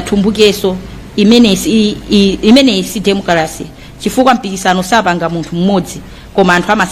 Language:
Nyanja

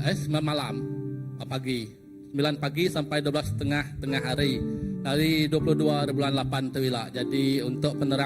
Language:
Iban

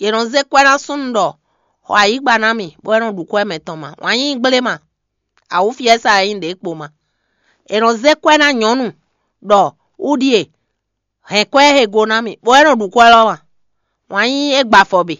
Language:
Fon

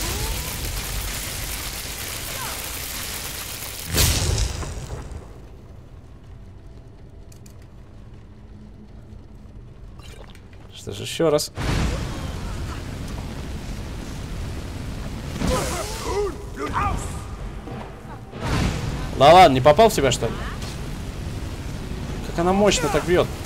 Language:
Russian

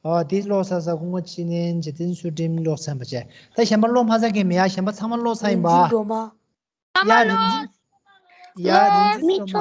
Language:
Tibetan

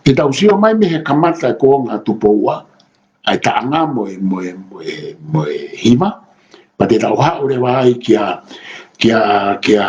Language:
Tongan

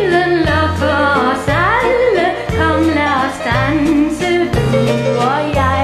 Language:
Danish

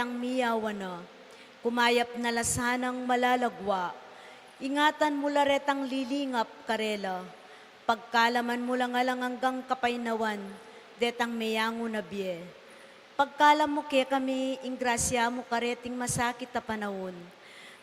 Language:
Pampanga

